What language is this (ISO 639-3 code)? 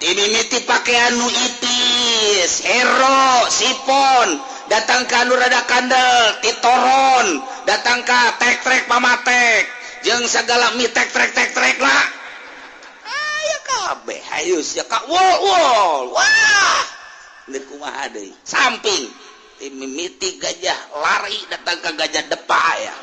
sun